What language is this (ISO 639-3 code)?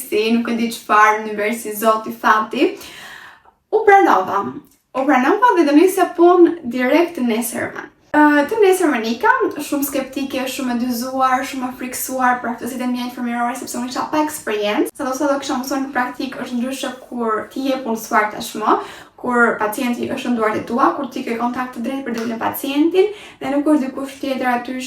sqi